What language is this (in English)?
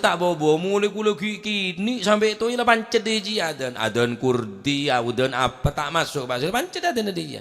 Madurese